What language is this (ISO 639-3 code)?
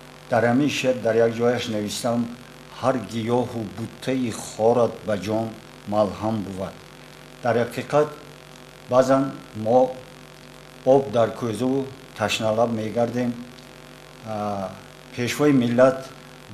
tgk